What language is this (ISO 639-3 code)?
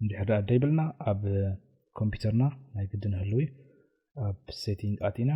tir